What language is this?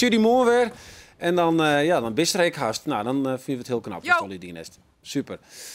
Western Frisian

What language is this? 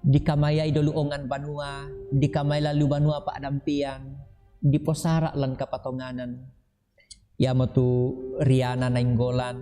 Toraja-Sa'dan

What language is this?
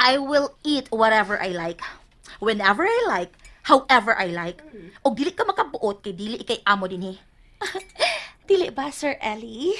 Cebuano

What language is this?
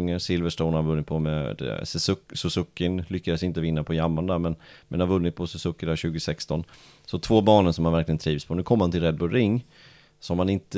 Swedish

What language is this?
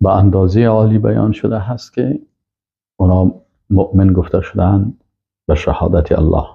Persian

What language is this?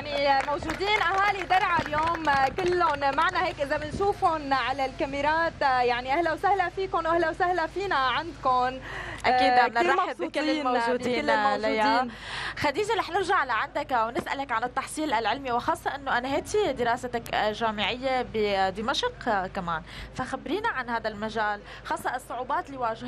North Levantine Arabic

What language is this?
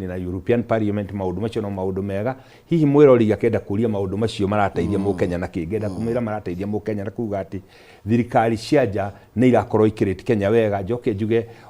Kikuyu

